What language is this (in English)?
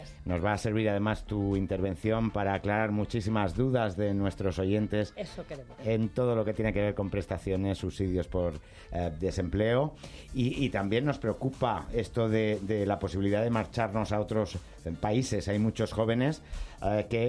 Spanish